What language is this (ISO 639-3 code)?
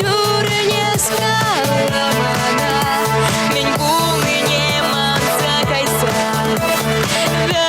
chv